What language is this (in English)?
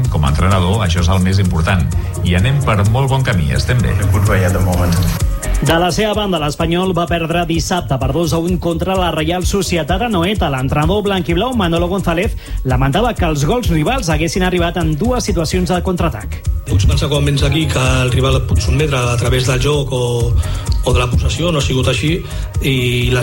Catalan